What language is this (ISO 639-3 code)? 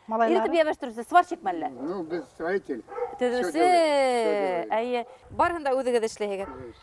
bak